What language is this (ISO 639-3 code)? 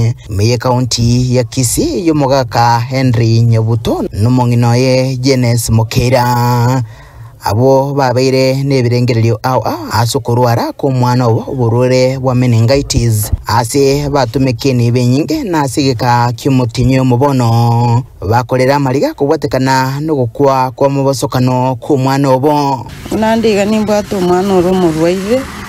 guz